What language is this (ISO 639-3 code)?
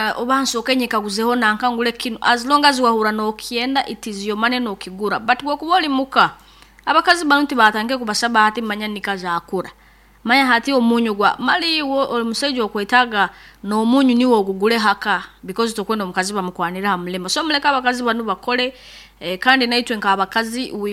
nyn